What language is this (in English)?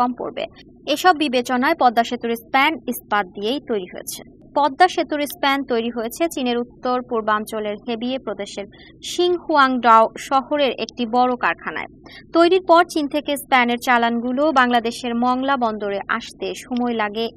Bangla